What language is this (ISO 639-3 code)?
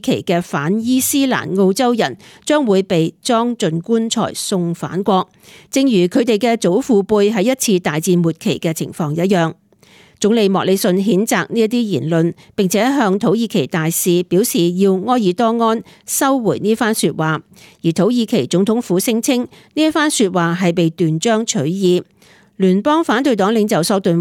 yue